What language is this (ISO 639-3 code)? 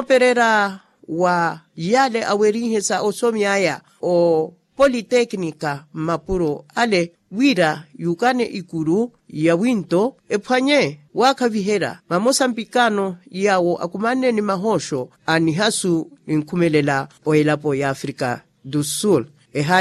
vmw